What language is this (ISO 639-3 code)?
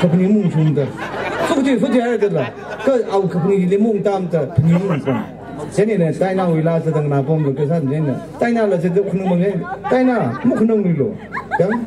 nmf